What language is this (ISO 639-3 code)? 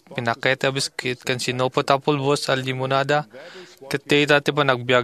ilo